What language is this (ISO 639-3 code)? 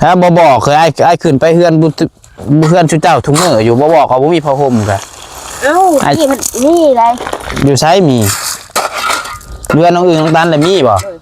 tts